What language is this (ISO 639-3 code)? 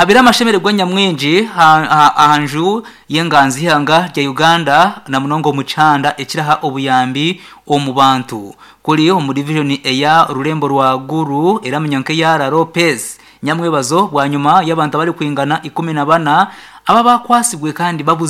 nyn